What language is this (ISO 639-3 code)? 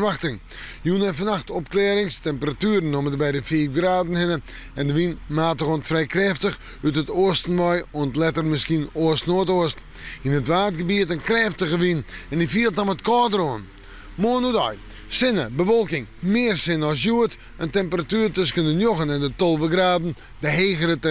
fry